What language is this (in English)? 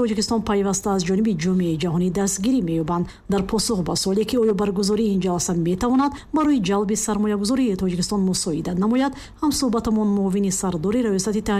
Tajik